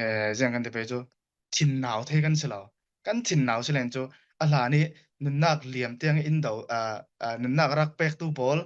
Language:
Falam Chin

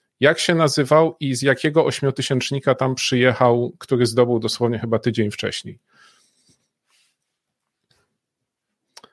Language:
Polish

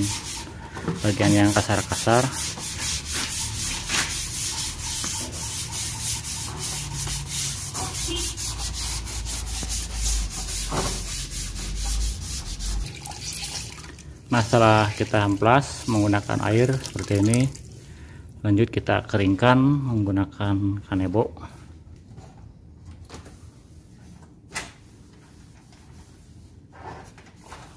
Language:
Indonesian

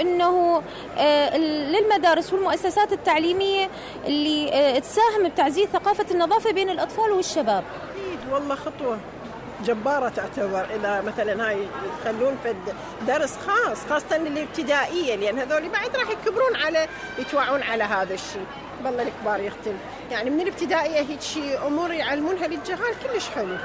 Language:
Mesopotamian Arabic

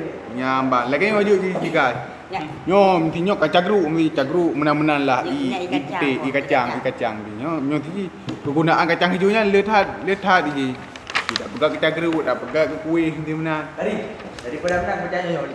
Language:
Achinese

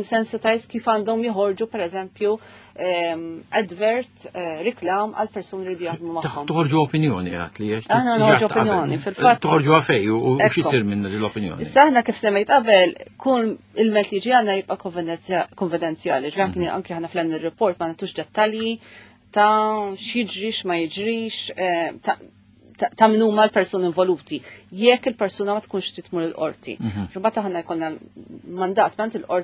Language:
Maltese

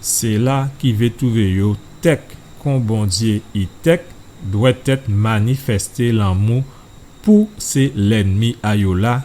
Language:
Guadeloupean Creole French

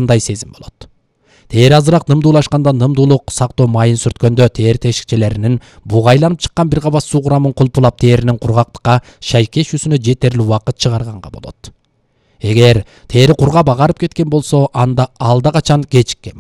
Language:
Kyrgyz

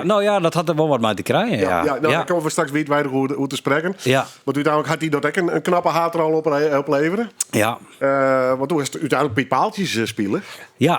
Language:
Western Frisian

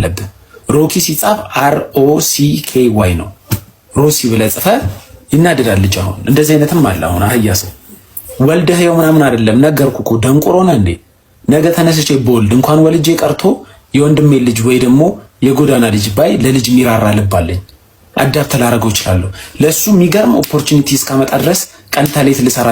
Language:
Amharic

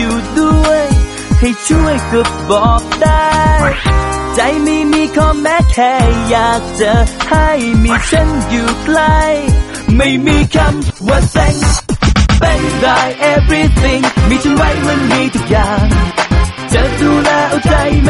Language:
Thai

